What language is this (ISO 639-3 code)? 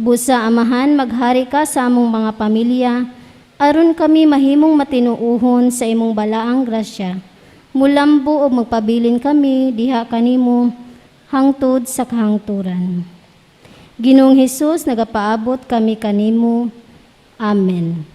ceb